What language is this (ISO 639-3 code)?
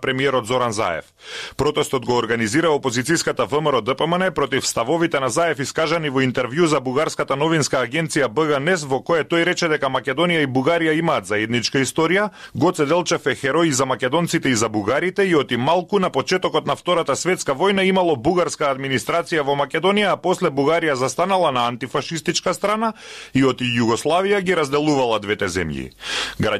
mkd